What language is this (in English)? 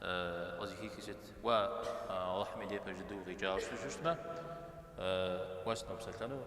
Kabardian